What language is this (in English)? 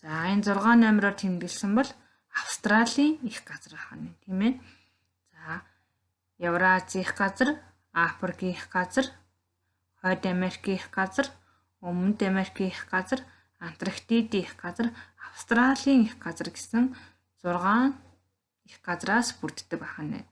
Mongolian